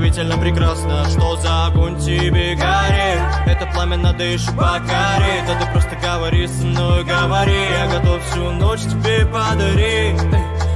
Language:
Russian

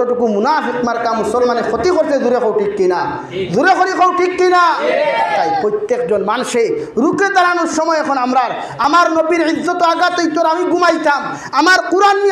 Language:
Sylheti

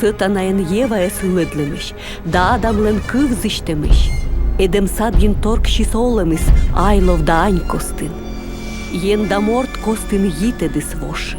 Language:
Komi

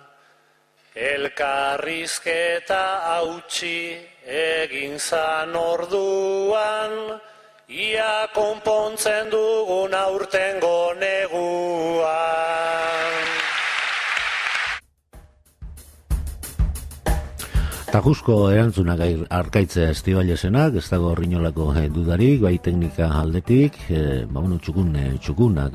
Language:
Basque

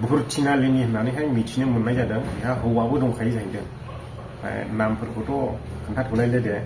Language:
Bodo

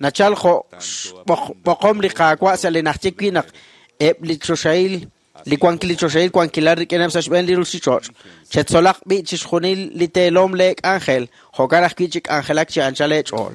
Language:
Kekchí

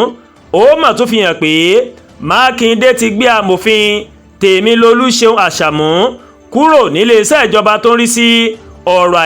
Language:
Yoruba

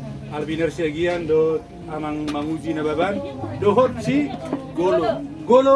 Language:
Batak Toba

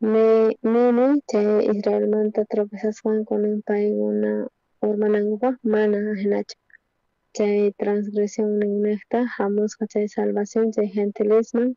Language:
South Bolivian Quechua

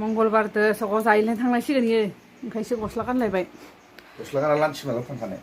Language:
Bodo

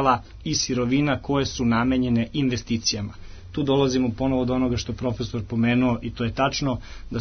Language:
Serbian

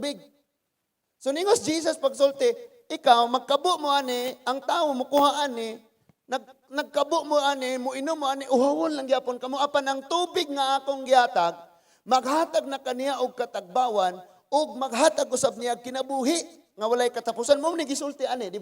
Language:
Cebuano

